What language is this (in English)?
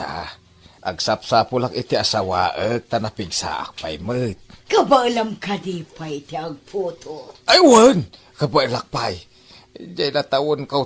Iloko